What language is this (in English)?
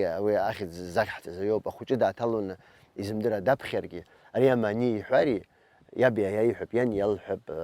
Abkhazian